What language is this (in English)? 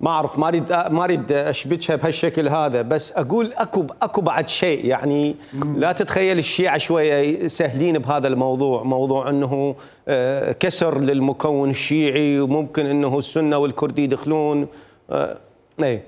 Mesopotamian Arabic